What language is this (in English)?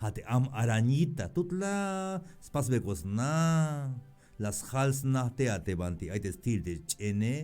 Tzeltal